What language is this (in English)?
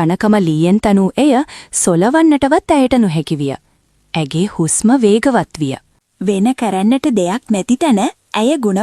Sinhala